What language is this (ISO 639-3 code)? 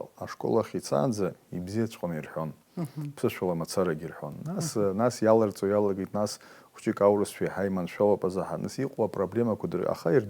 abk